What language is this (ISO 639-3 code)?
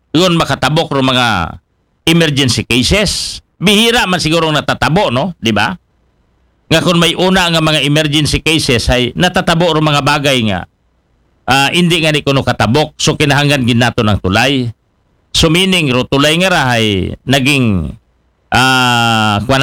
akl